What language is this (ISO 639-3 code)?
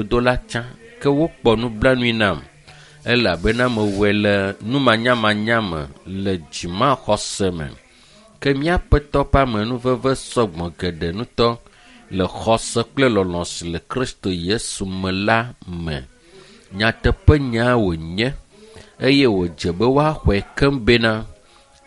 ewe